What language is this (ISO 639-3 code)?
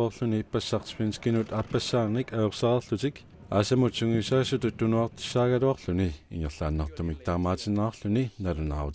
kal